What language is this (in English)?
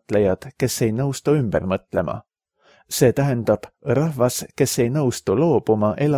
Estonian